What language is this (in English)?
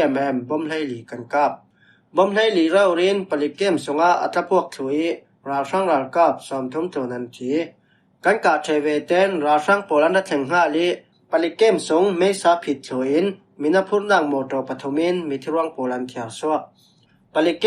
Falam Chin